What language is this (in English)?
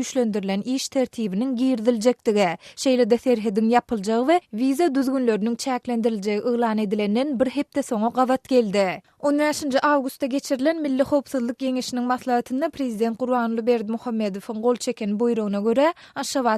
Turkmen